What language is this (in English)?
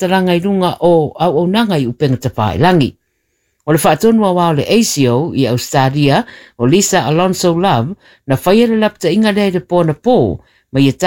Samoan